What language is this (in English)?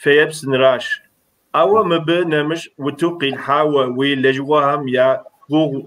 Kabardian